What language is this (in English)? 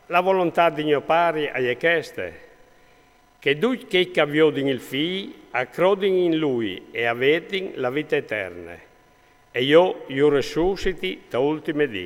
Friulian